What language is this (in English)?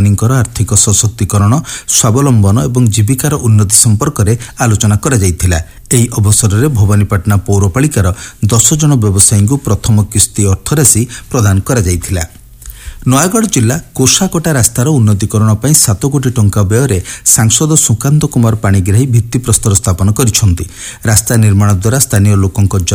Odia